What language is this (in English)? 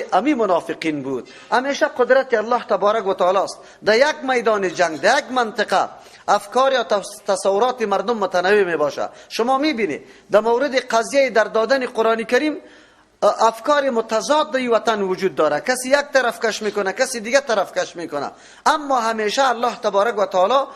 Persian